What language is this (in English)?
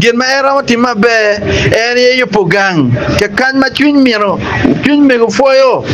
Acoli